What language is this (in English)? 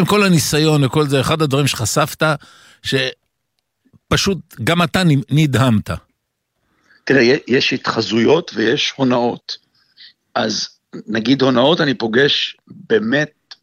Hebrew